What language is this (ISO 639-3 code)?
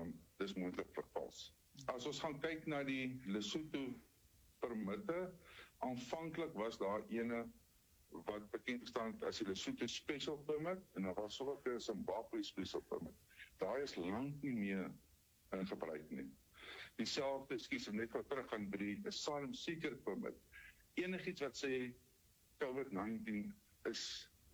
afr